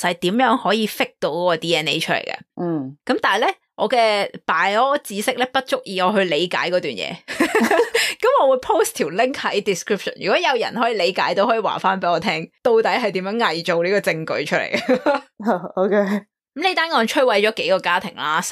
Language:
Cantonese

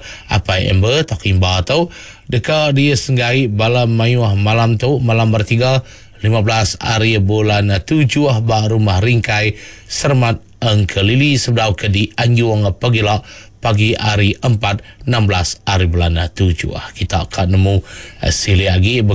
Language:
Iban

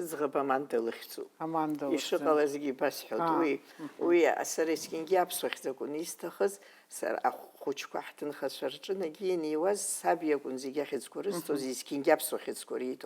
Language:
Abkhazian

